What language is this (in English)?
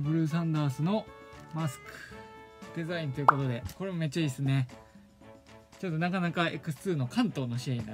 Japanese